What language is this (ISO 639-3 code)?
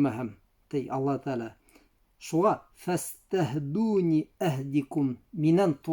bak